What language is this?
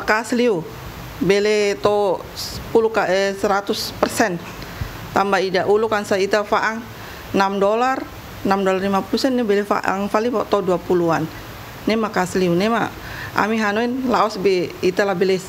Tetum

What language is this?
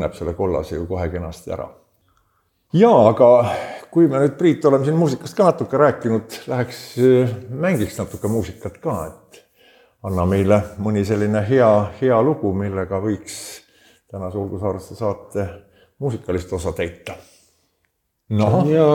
Estonian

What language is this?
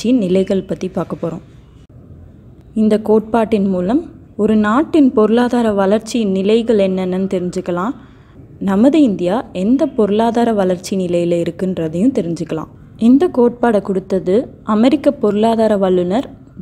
Tamil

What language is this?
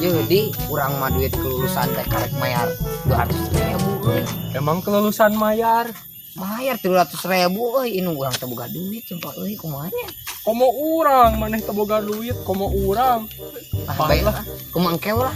Sundanese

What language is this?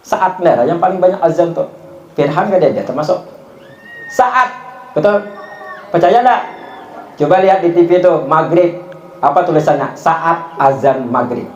Banjar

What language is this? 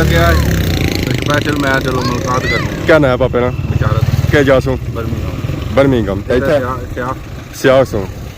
Pahari-Potwari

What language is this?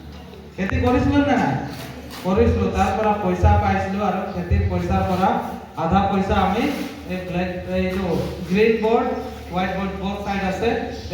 Assamese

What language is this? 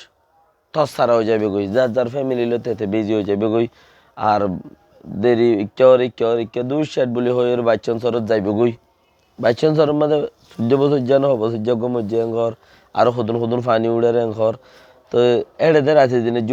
Rohingya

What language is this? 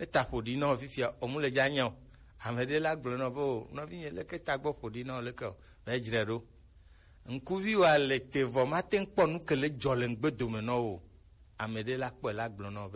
Gen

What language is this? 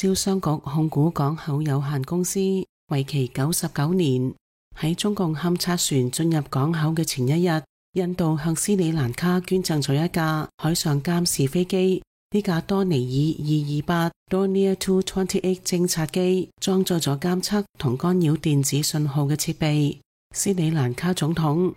Cantonese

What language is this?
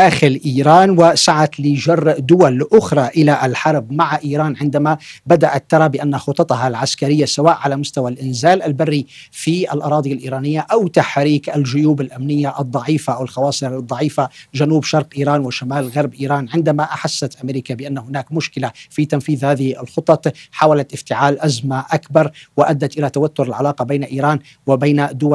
Arabic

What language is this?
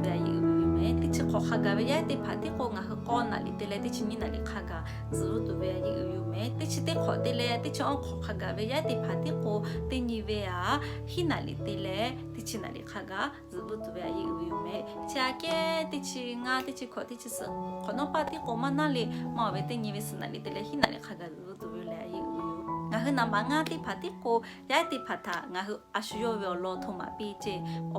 Lahu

